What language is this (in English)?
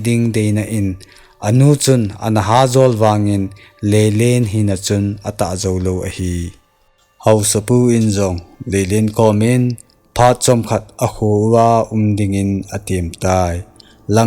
Thado Chin